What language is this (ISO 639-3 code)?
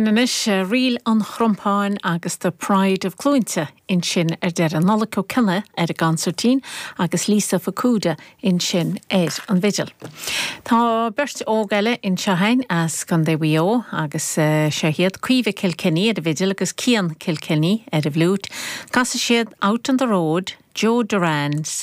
gle